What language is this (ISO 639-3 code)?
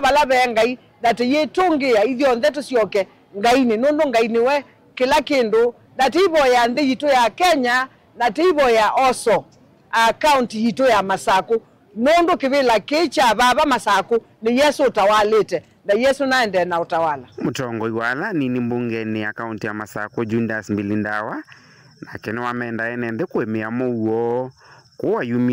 kam